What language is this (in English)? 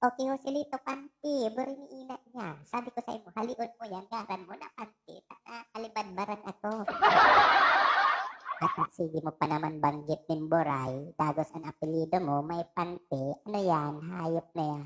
Bikol